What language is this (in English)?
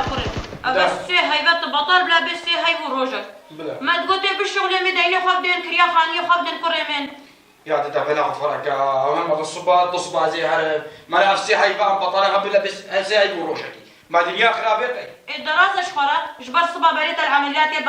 Kurdish